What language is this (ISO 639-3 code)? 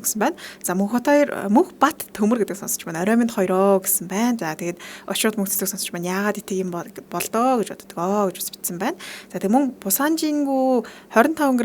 mon